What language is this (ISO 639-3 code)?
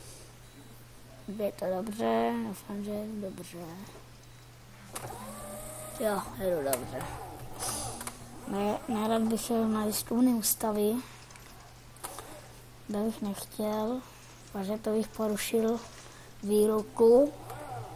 ces